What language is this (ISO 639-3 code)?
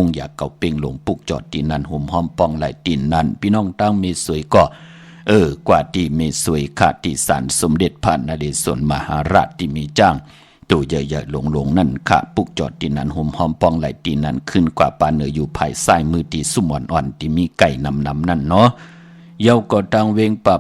shn